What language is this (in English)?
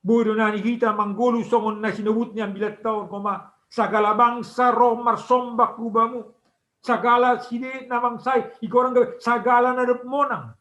Batak Simalungun